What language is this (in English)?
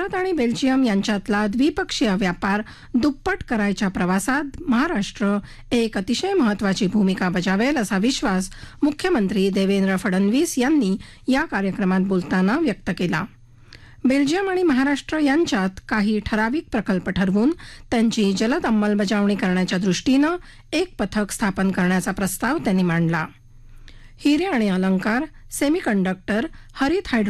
Marathi